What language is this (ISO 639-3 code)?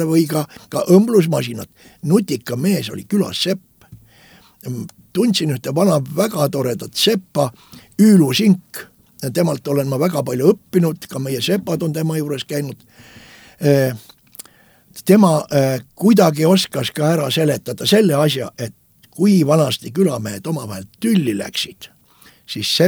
est